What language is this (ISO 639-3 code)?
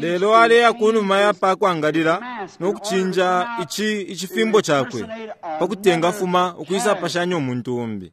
bem